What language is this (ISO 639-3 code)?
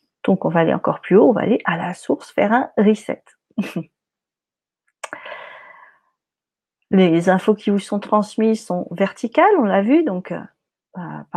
fra